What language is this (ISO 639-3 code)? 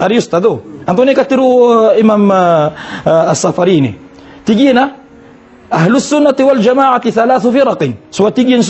mrw